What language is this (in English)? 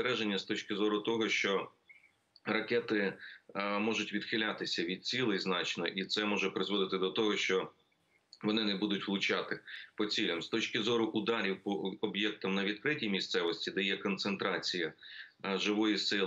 Ukrainian